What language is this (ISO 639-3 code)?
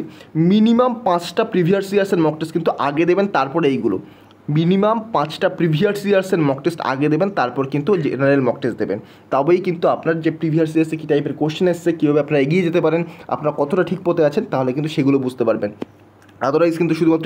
ben